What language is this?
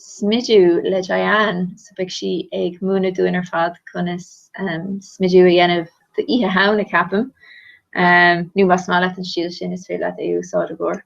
Irish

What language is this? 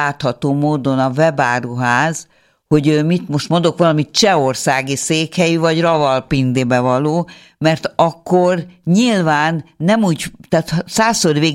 Hungarian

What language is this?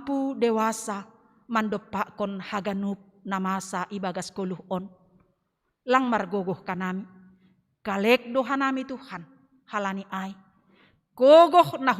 Batak Simalungun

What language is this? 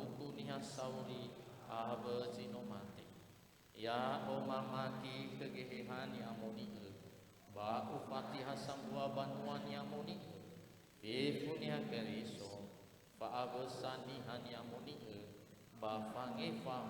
Nias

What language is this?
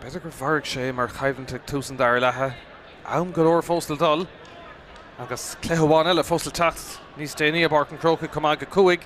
Irish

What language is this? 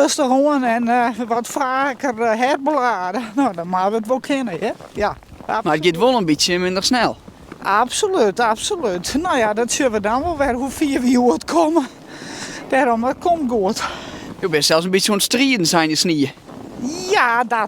Western Frisian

